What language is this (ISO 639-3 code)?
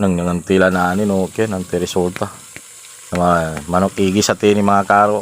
pag